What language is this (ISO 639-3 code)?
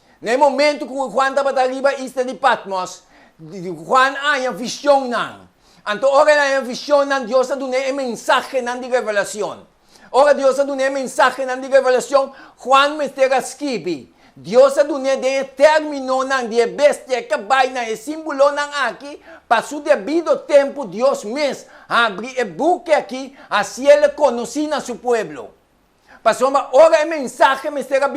pap